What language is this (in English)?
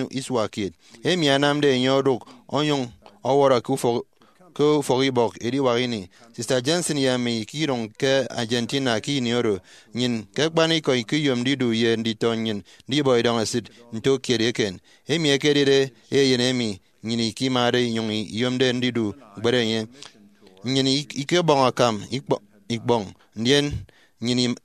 Efik